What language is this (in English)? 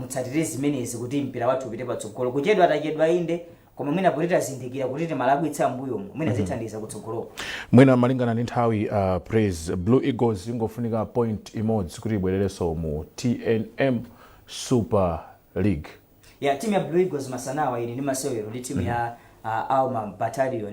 Nyanja